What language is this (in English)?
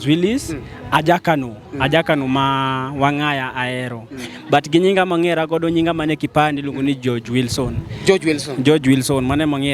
Luo (Kenya and Tanzania)